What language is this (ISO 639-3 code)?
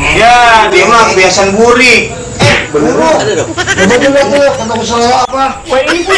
bew